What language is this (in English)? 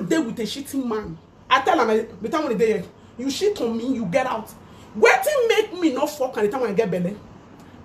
Nigerian Pidgin